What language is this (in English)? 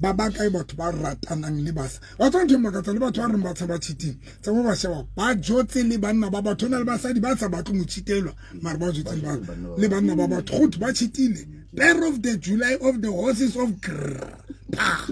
Southern Sotho